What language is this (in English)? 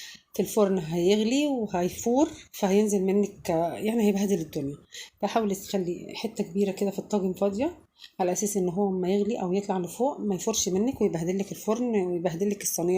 Egyptian Arabic